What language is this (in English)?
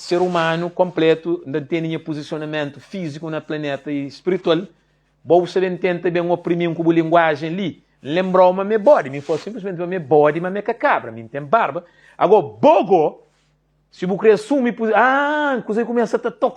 Kabuverdianu